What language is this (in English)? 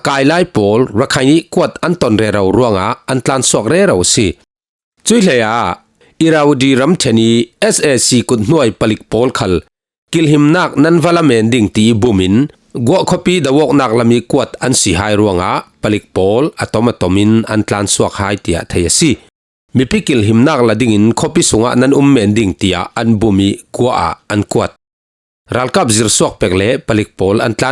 Falam Chin